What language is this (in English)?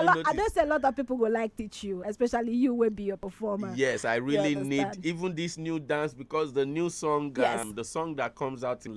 Nigerian Pidgin